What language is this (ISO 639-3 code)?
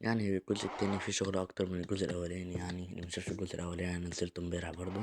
arz